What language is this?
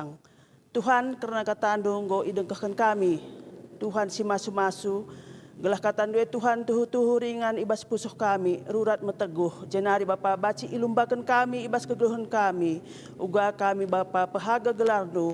Batak Karo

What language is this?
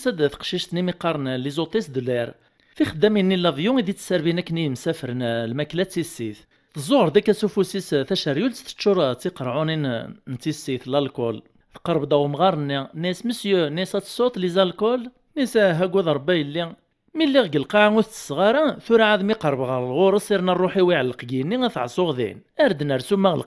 Kabyle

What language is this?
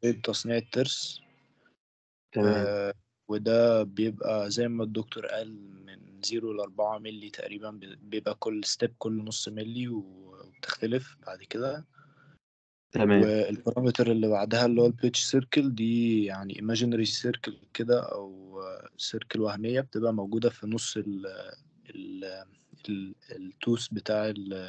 Egyptian Arabic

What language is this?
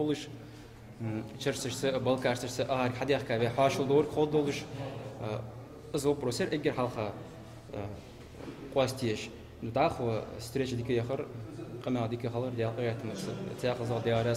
Ingush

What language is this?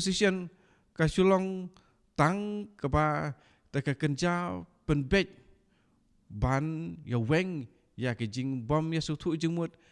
Khasi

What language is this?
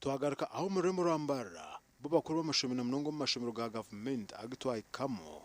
Nyankole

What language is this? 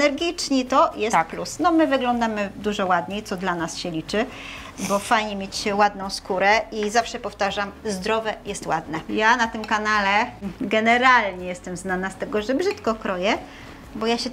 Polish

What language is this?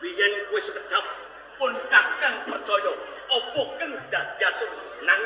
Javanese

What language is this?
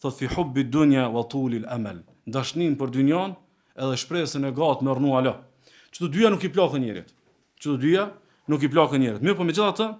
Albanian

